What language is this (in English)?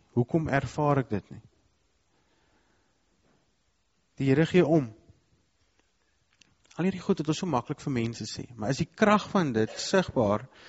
Afrikaans